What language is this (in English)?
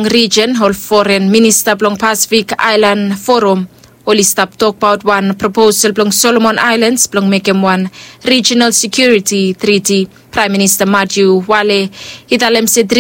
Bislama